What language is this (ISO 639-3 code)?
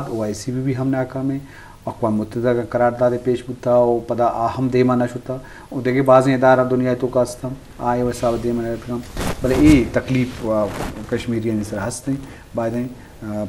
bgp